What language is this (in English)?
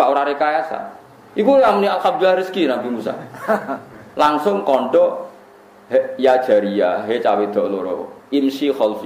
Javanese